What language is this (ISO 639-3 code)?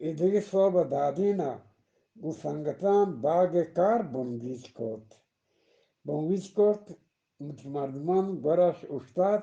bgp